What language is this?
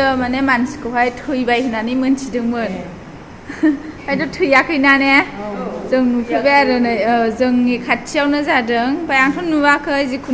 Bodo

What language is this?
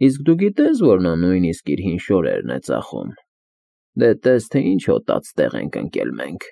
Armenian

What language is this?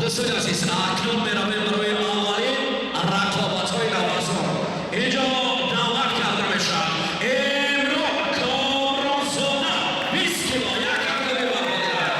Tajik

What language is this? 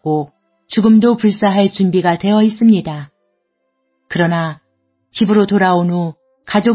Korean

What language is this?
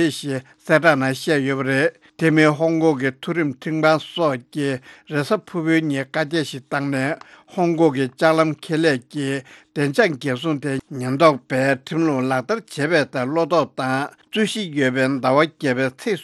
Tibetan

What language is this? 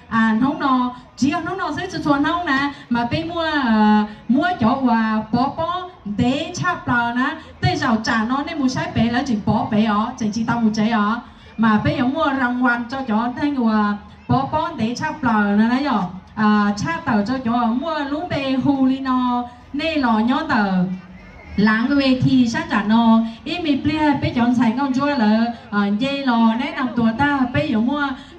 Hmong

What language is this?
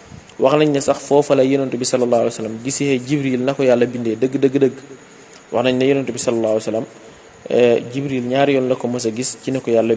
Wolof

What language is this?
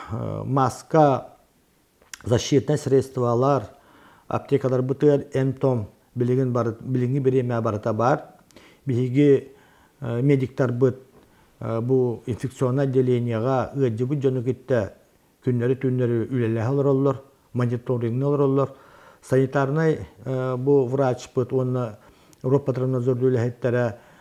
Yakut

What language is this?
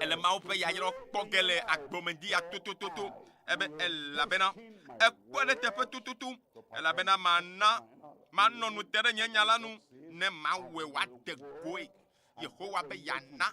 Ewe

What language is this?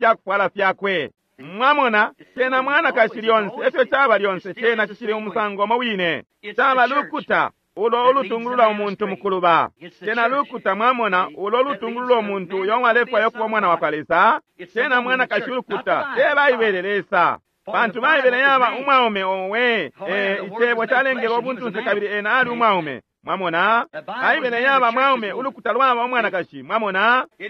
Bemba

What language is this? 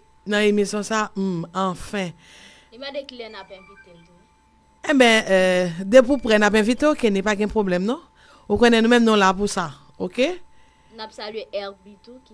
Haitian Creole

